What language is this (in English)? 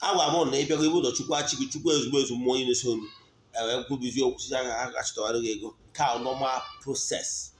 Igbo